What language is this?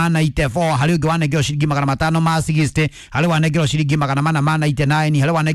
Kikuyu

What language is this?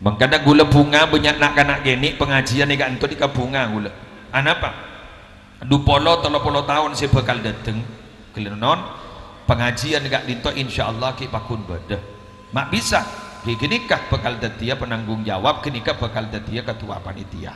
Madurese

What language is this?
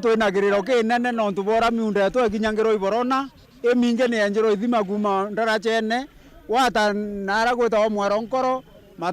Meru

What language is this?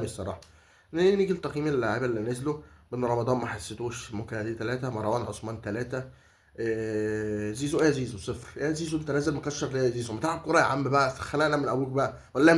Egyptian Arabic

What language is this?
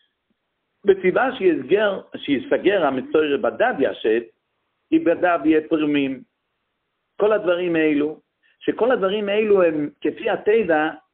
Hebrew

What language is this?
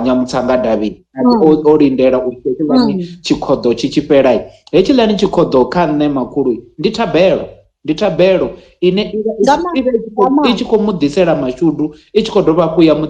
Venda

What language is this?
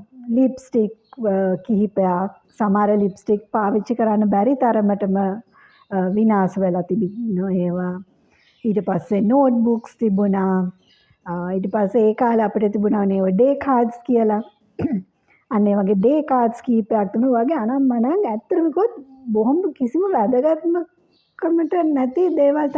Sinhala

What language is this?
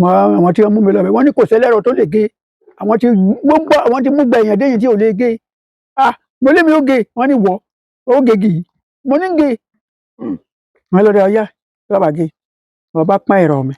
Yoruba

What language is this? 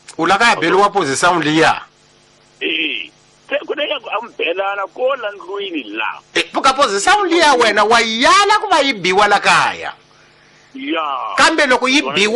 Tsonga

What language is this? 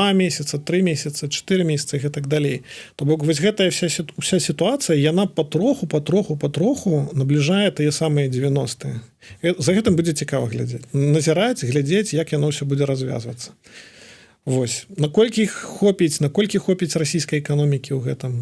Belarusian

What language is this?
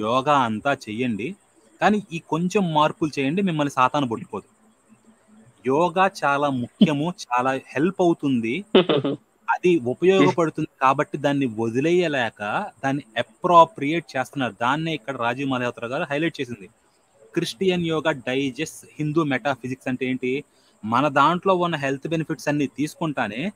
Telugu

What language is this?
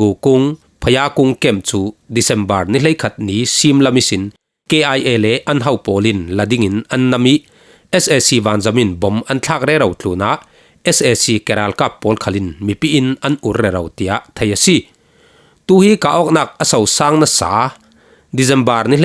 Falam Chin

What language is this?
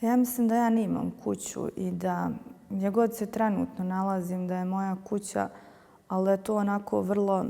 Bosnian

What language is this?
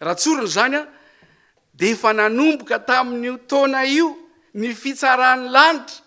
Malagasy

